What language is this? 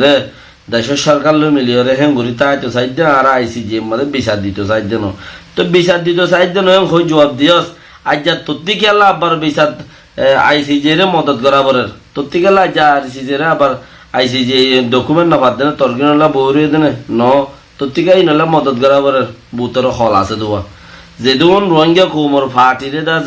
Rohingya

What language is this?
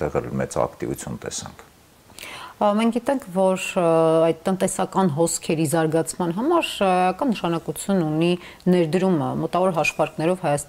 Armenian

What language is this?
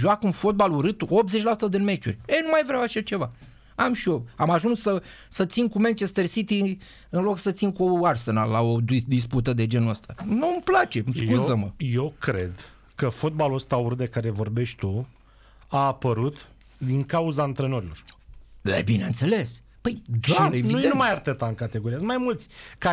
Romanian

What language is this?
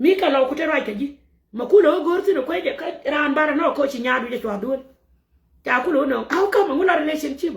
Nuer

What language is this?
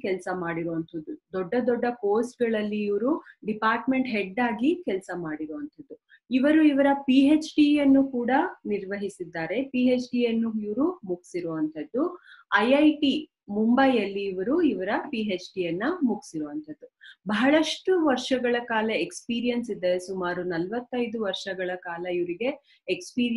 Kannada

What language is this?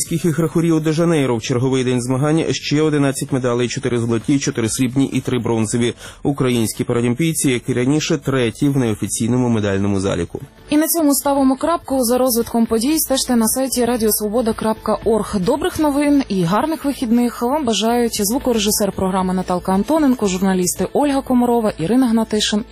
Ukrainian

